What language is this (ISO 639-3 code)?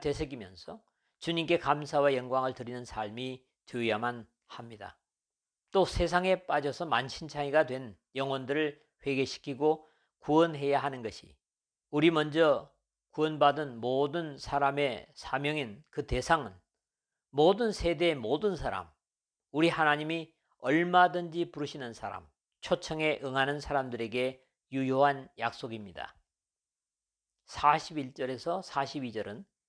kor